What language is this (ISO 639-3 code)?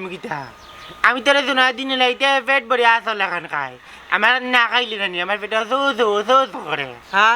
syl